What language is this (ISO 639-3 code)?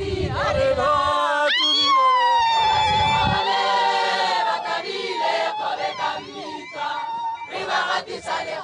tsn